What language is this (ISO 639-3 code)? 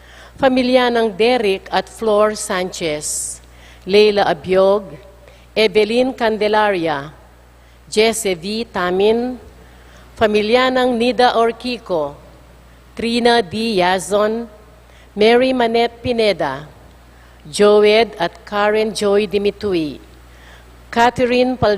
pam